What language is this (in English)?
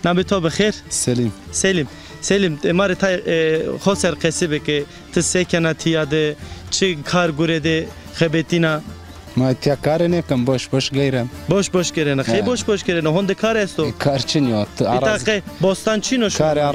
Zaza